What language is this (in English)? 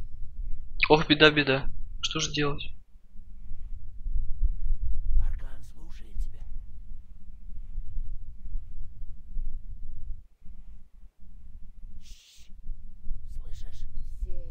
Russian